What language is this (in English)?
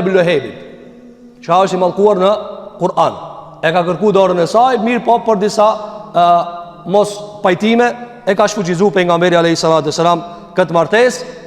Albanian